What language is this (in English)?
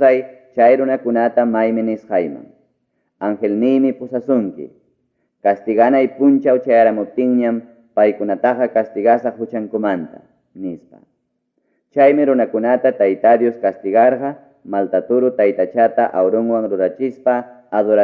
Ayacucho Quechua